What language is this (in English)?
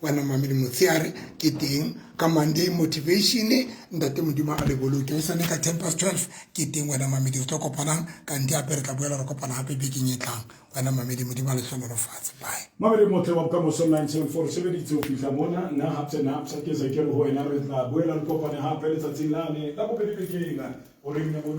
Southern Sotho